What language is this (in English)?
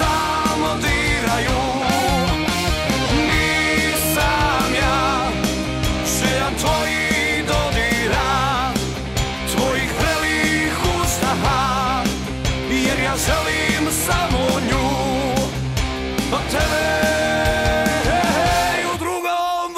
Serbian